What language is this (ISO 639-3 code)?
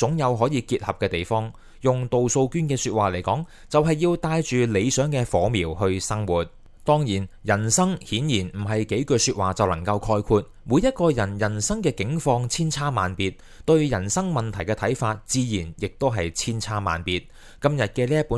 yue